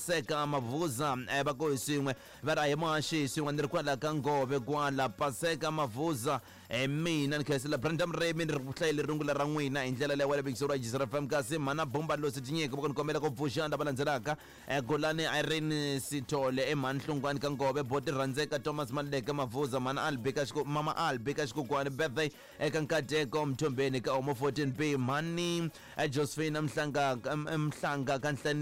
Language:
Tsonga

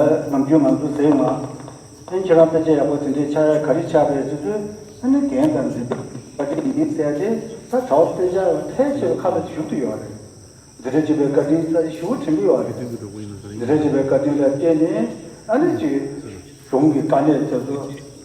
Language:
Tibetan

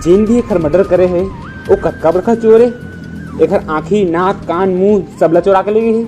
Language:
Chhattisgarhi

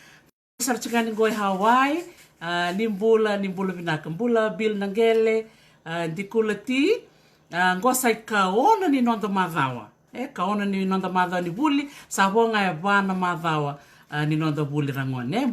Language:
Fijian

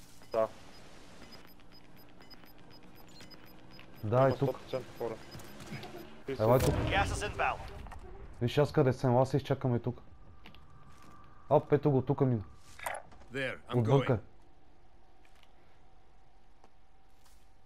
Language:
Bulgarian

